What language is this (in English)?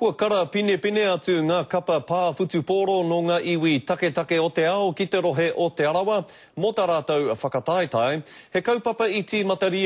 Māori